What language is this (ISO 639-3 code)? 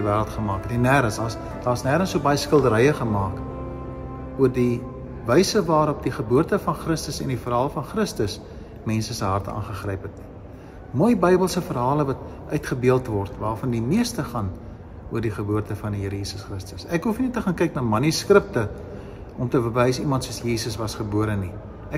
afr